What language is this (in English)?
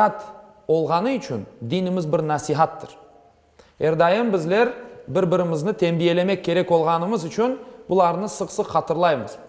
Crimean Tatar